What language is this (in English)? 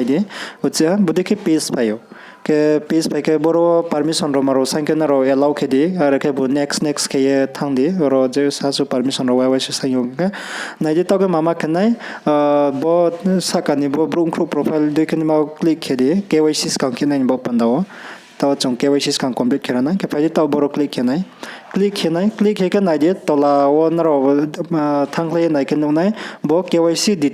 Riang (India)